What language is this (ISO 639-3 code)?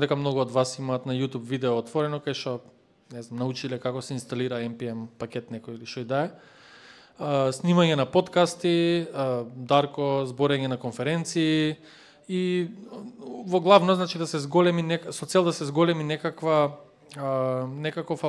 mkd